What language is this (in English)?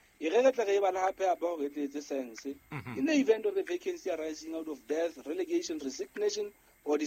Southern Sotho